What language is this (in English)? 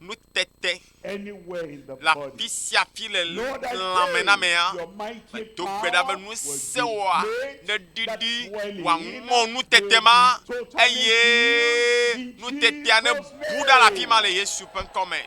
Ewe